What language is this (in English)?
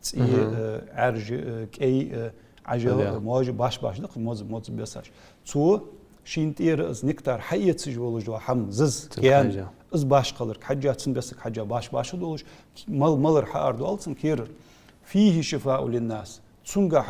Ingush